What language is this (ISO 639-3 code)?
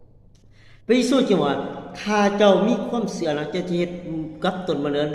lao